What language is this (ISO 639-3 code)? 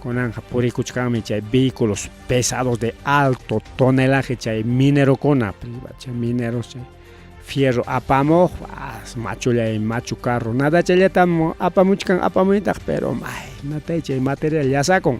quy